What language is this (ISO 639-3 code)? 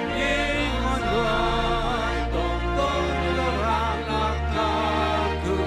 bts